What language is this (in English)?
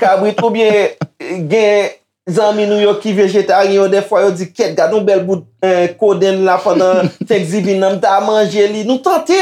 Haitian Creole